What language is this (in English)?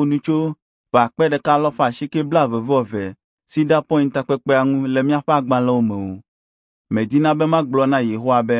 Ewe